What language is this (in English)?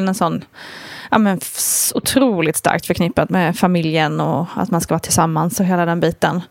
Swedish